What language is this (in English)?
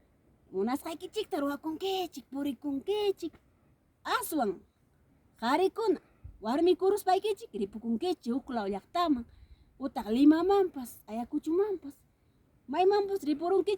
Ayacucho Quechua